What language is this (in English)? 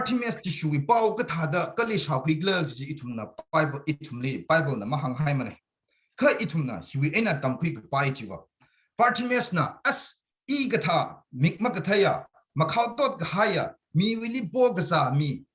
Tangkhul Naga (India)